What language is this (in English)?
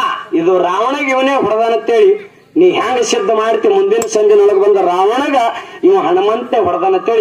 Kannada